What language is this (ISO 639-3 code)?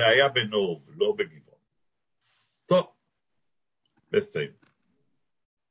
heb